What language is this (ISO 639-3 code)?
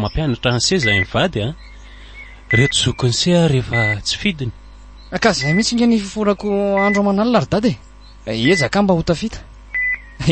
mlg